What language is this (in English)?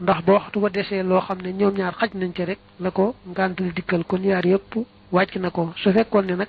Wolof